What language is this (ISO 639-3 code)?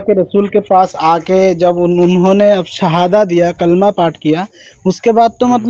urd